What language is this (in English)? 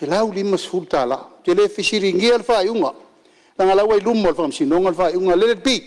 Samoan